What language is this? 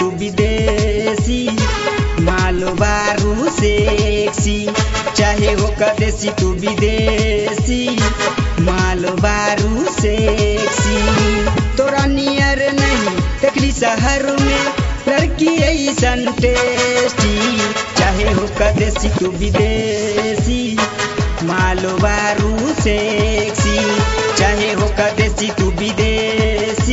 Bhojpuri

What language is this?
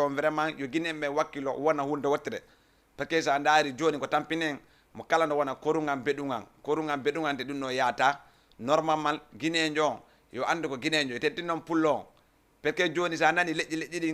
Fula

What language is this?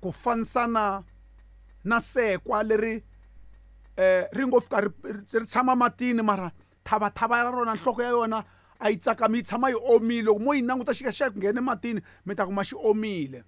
Tsonga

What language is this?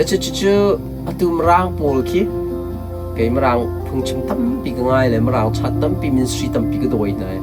Hakha Chin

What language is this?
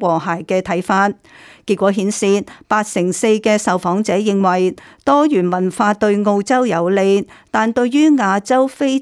Cantonese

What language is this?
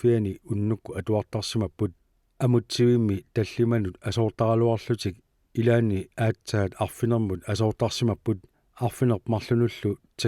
Kalaallisut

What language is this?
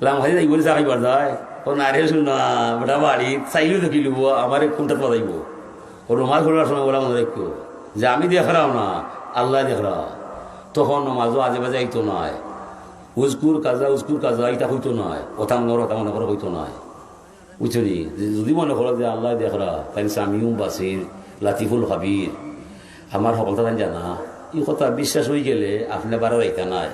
Sylheti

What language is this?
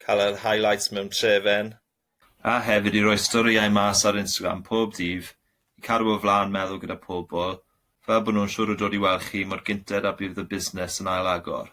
Welsh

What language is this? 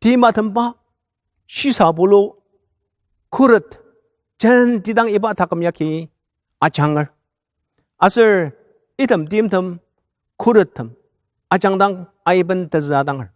Ao Naga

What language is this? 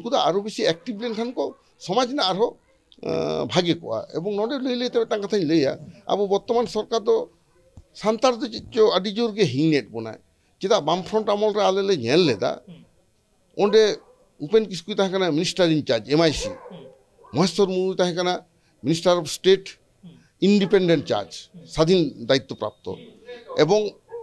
Santali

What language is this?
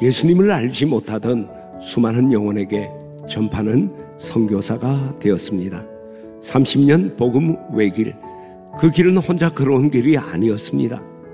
Korean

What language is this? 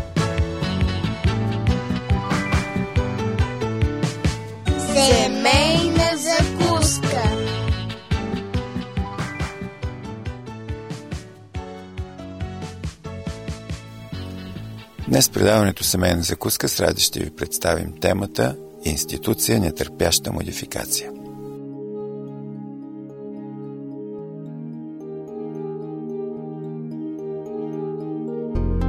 Bulgarian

